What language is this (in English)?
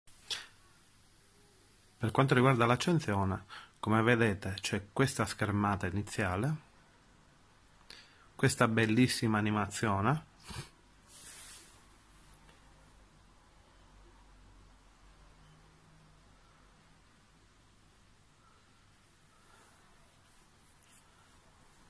Italian